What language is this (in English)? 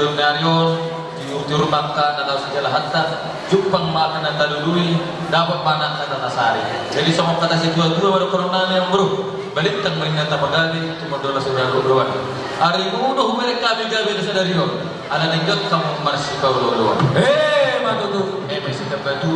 Batak Toba